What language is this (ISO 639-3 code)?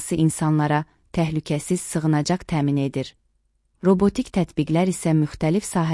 aze